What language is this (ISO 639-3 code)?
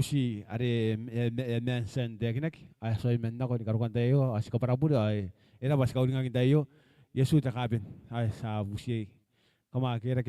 gil